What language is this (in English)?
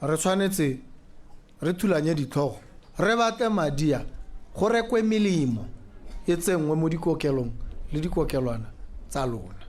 Tswana